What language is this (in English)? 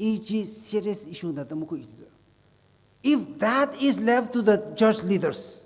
Tangkhul Naga (India)